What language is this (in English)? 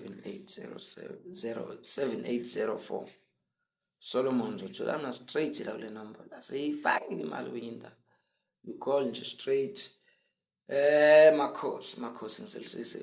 Zulu